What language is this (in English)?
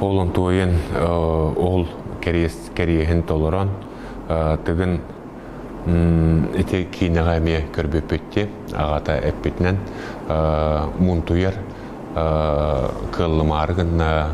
Yakut